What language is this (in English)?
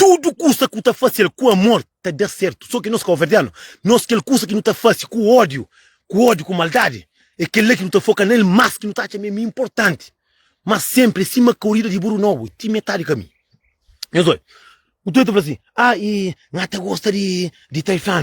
Kabuverdianu